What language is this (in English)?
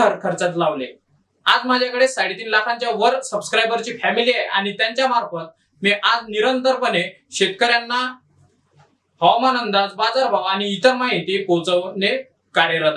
Marathi